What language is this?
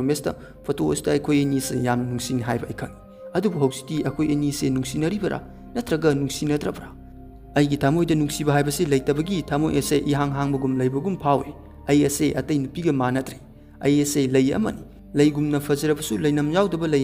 Manipuri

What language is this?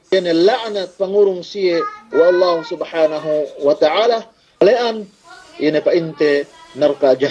Yakan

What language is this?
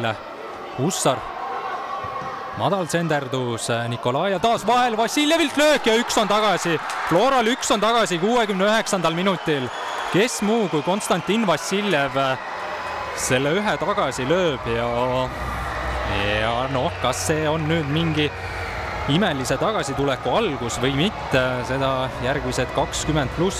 Estonian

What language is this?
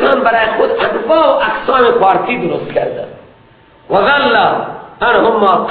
Persian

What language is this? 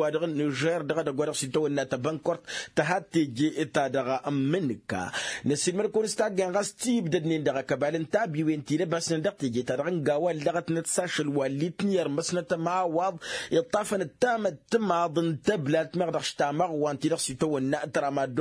Tamasheq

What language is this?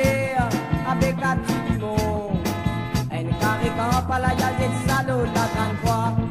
Morisyen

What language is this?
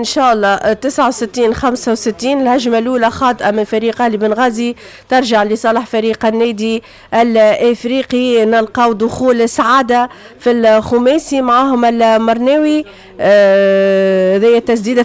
Tunisian Arabic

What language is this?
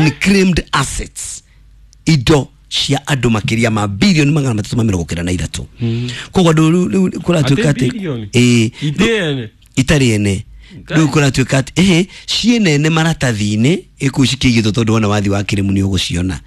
Kikuyu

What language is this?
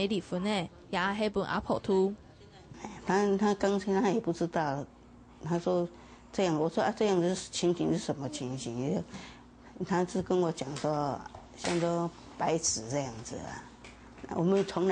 Hakka Chinese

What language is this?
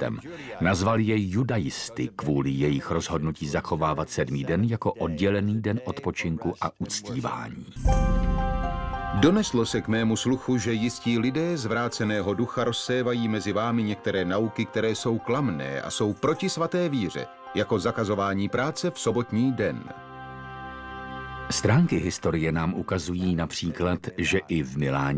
Czech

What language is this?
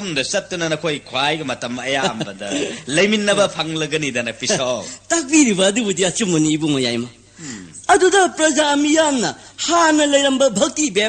Manipuri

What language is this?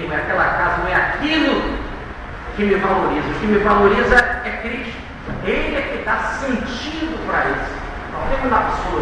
Portuguese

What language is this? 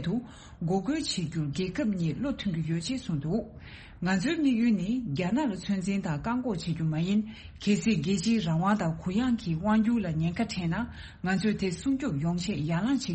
Tibetan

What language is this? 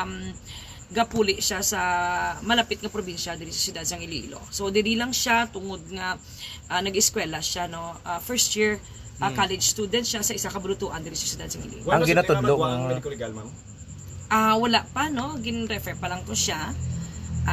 Hiligaynon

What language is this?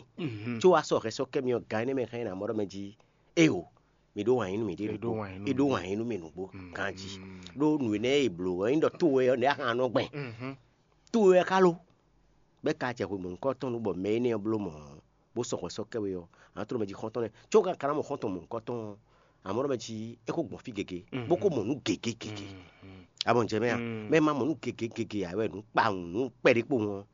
Fon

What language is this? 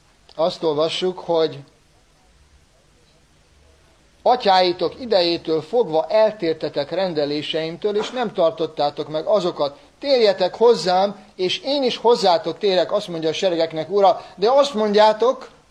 Hungarian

